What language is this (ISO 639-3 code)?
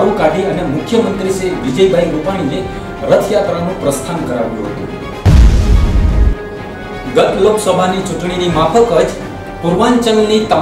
guj